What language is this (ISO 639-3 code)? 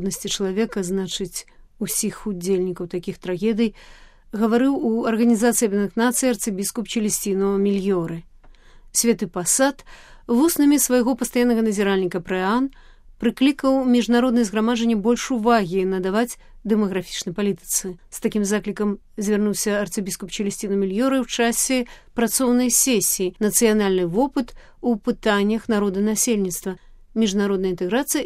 bel